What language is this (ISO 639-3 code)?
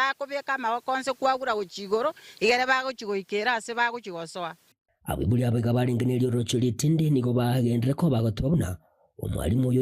guz